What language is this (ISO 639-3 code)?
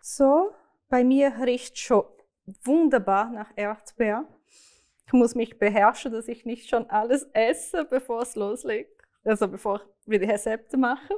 gsw